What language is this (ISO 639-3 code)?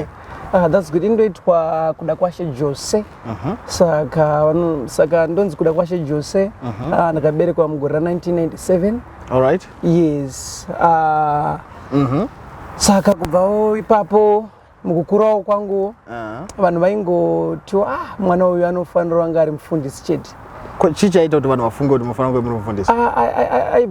sna